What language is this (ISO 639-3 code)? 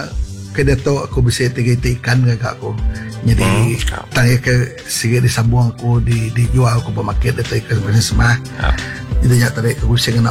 iba